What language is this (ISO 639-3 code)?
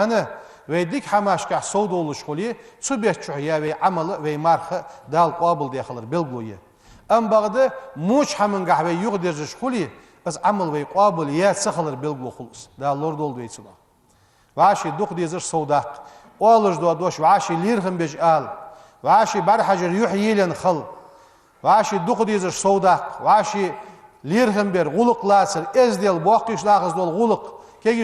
inh